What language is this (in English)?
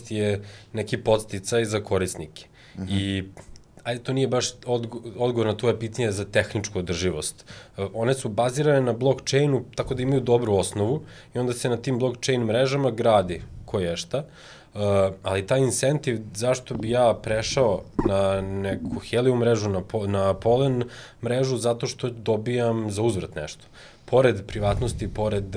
Serbian